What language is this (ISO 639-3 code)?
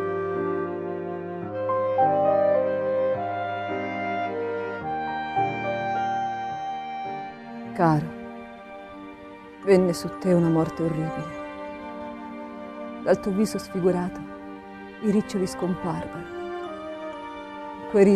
ita